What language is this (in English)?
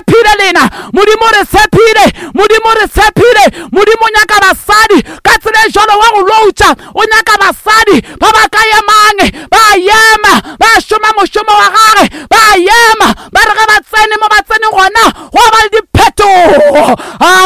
Northern Sotho